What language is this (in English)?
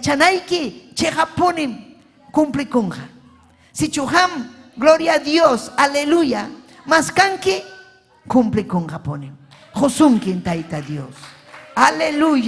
Ayacucho Quechua